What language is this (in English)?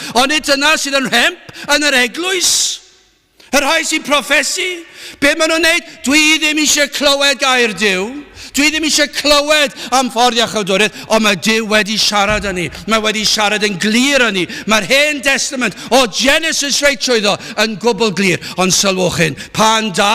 Welsh